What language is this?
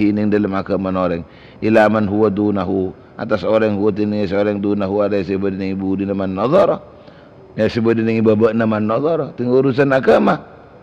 Madurese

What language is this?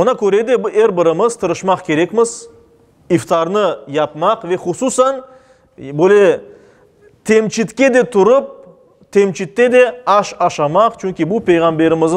Crimean Tatar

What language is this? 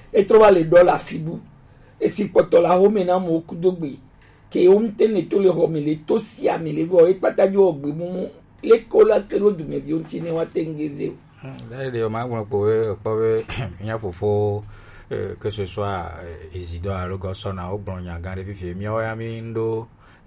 Gen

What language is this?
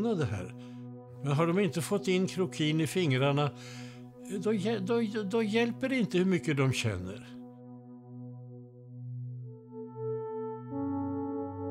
Swedish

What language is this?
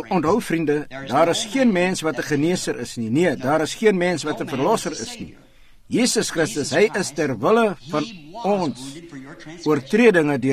Afrikaans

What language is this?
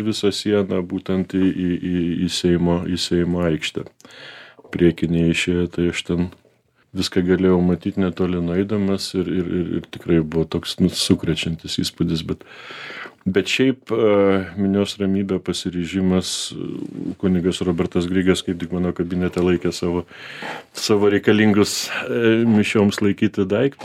Lithuanian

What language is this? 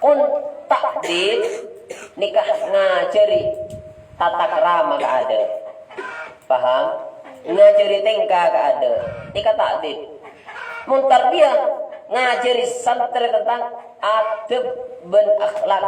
Madurese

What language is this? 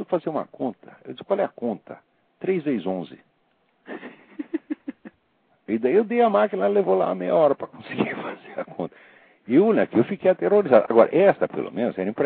Portuguese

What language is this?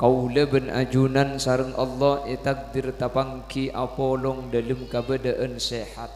Madurese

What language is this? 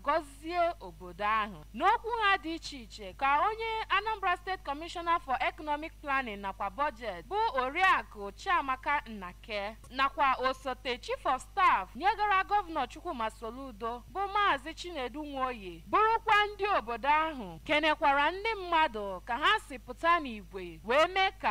Igbo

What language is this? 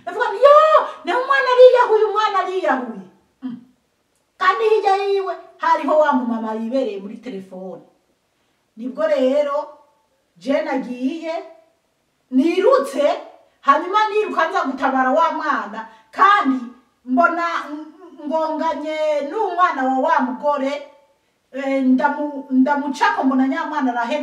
Rundi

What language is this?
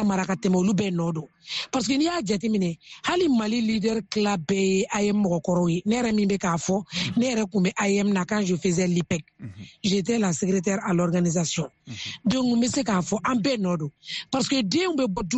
Bambara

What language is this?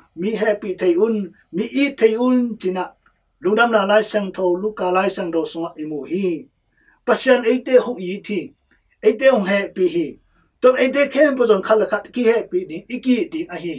Tedim Chin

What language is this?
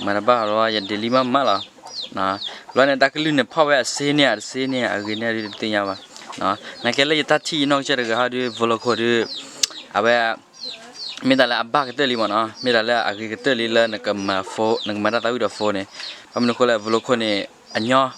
S'gaw Karen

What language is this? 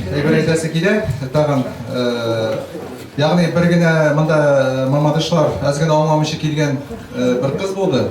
Tatar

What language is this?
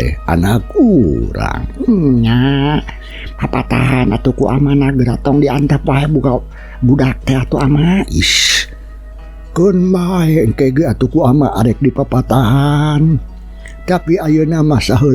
Sundanese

